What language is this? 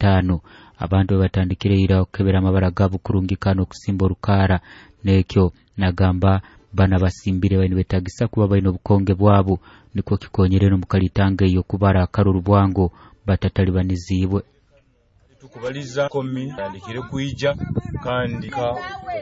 Nyoro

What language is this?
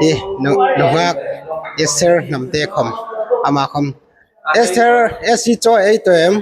Hmar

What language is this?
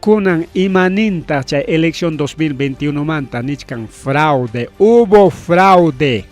Ayacucho Quechua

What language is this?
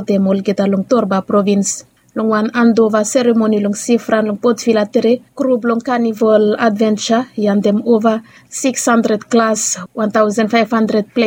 Bislama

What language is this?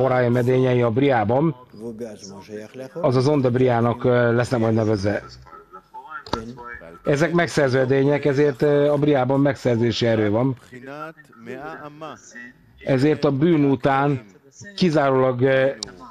Hungarian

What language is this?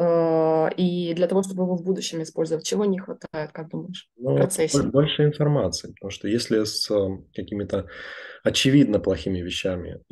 Russian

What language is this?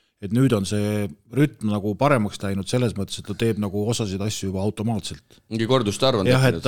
Estonian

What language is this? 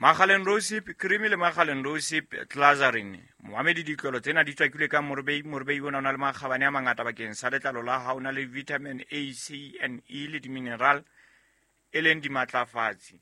Southern Sotho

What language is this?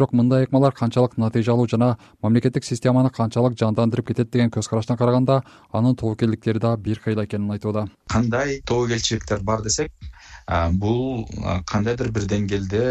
Kyrgyz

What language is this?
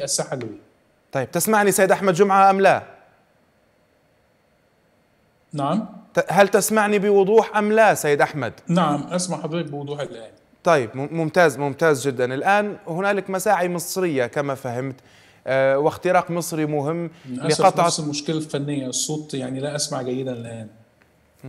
Arabic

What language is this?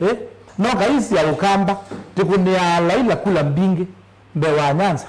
Kamba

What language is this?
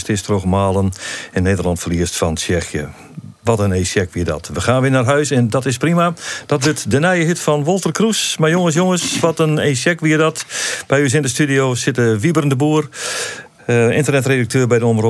Western Frisian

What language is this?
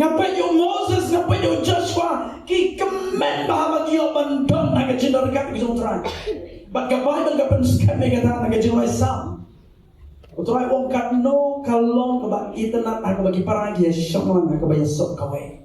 Khasi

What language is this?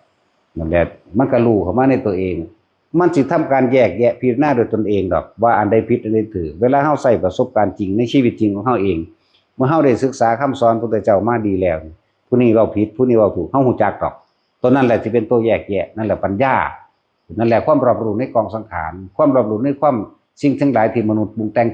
Northeastern Thai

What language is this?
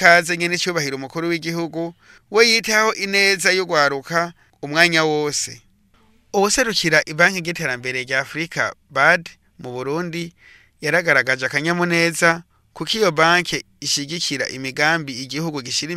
Rundi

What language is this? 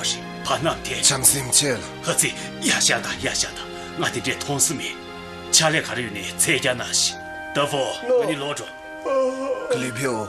Tibetan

